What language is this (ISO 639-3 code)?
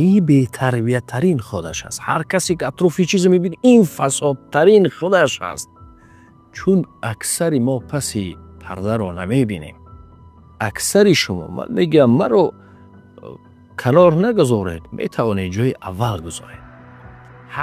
tgk